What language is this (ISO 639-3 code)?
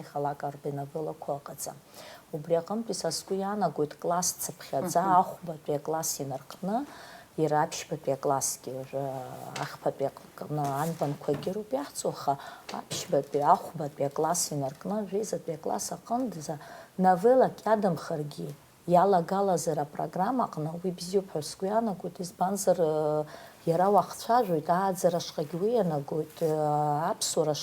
abk